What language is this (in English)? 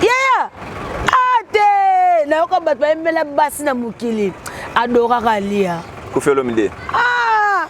Lingala